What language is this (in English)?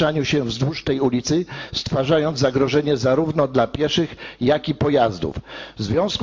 Polish